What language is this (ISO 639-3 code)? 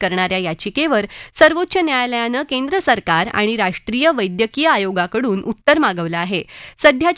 mar